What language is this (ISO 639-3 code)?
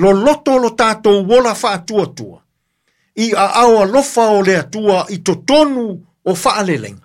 smo